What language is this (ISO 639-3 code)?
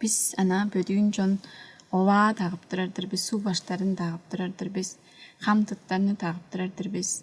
tyv